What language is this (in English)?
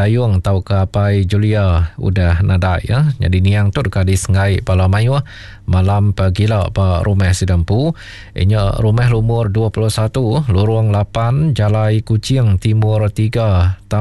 Iban